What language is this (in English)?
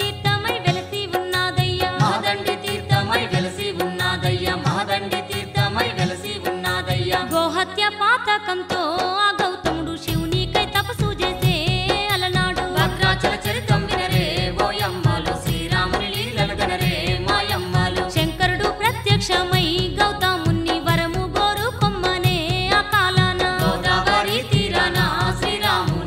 Telugu